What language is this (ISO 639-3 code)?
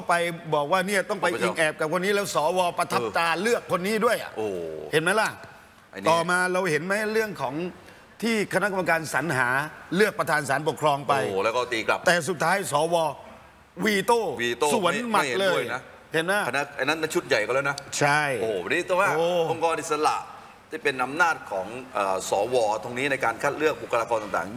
tha